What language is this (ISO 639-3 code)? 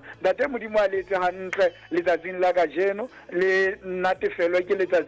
sot